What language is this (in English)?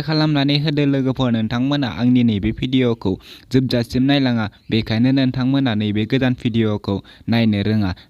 Bodo